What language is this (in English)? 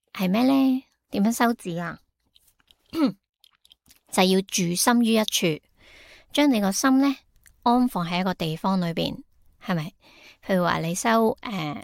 Cantonese